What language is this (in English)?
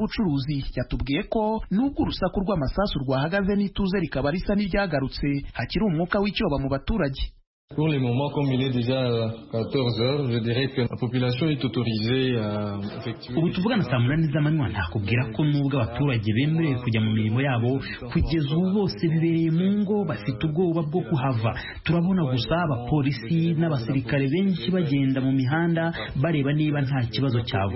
Kinyarwanda